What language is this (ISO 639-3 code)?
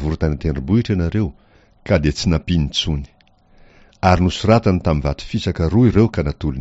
mlg